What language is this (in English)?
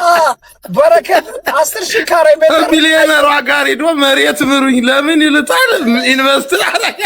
Amharic